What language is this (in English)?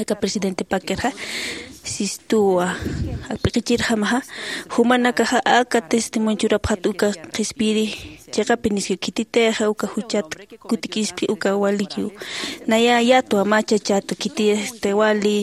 Aymara